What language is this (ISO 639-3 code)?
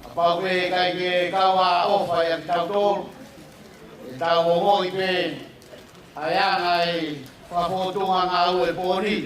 ton